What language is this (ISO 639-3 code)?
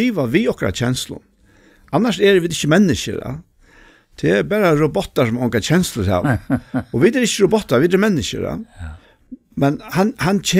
fao